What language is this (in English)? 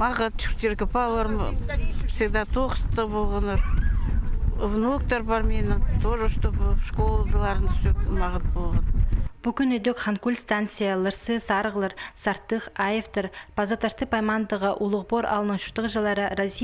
Khakas